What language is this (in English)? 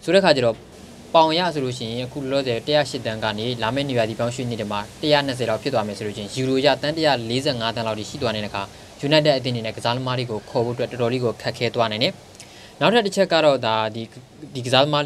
Burmese